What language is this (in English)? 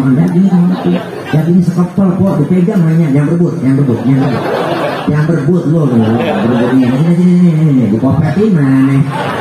Betawi